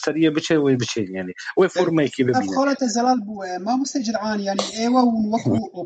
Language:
Kurdish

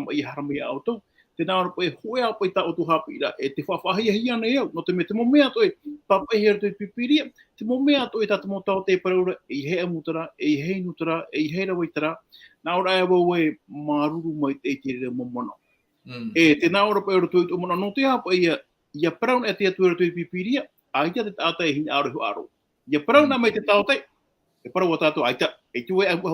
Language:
Tahitian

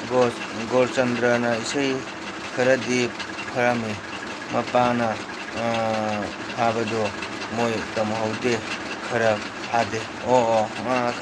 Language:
Manipuri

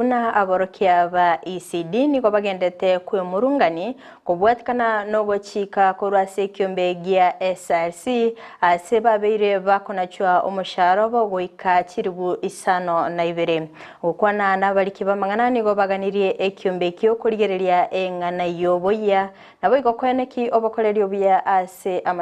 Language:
Gusii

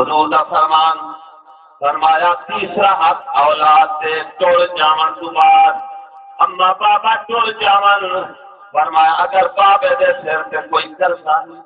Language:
Saraiki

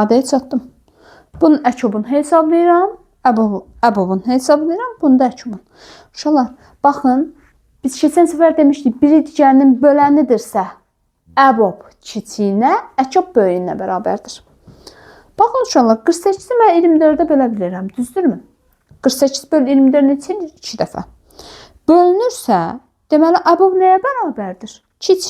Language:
Azerbaijani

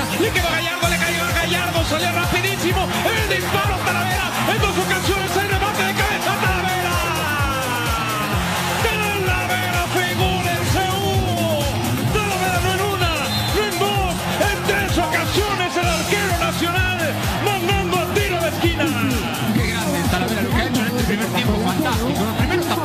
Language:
Spanish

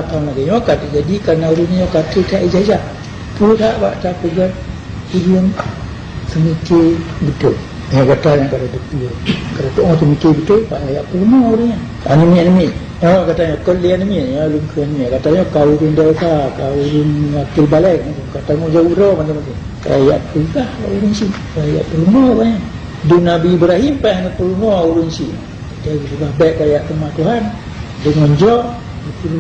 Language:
Achinese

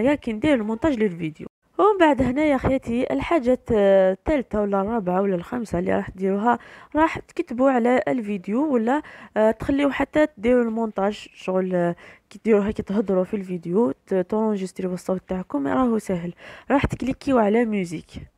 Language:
Algerian Arabic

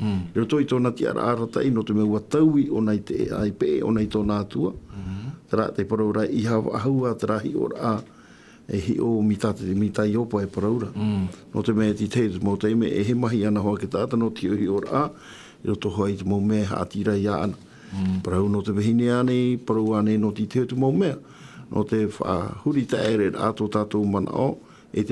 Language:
Tahitian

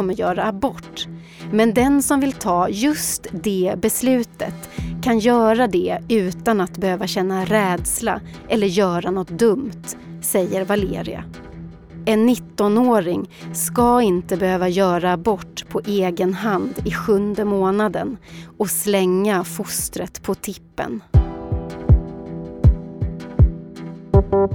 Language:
Swedish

